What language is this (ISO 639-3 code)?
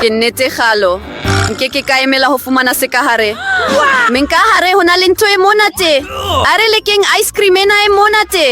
sot